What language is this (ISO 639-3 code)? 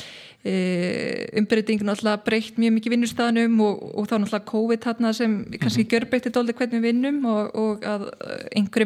isl